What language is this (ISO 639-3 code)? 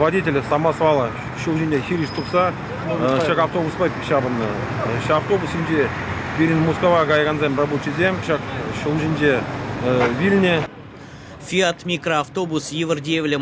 chv